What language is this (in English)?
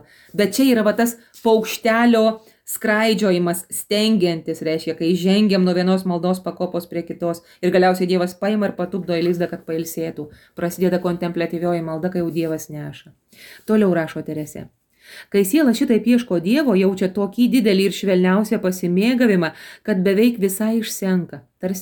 Lithuanian